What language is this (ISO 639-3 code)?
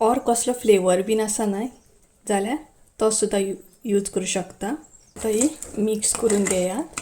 kok